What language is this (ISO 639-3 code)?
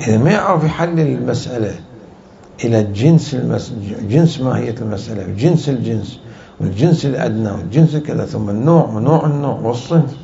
acm